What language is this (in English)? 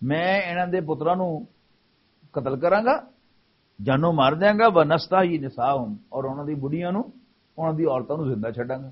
Western Panjabi